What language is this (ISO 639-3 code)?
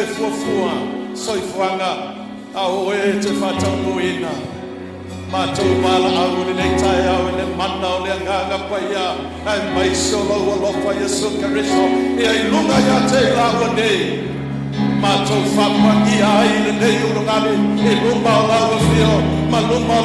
smo